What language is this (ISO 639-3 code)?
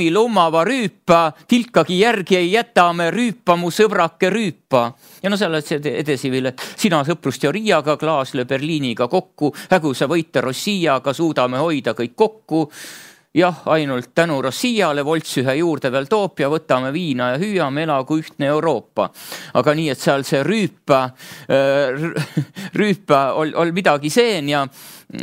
est